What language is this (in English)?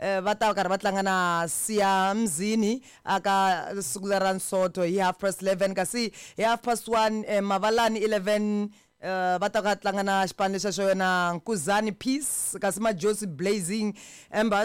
Tsonga